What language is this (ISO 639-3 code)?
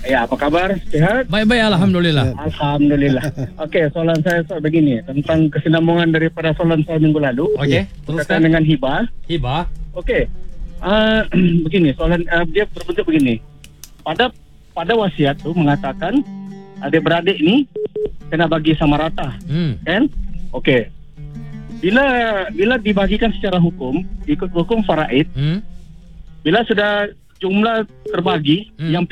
msa